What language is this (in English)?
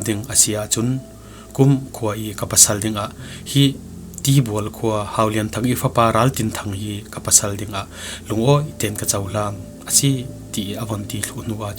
Falam Chin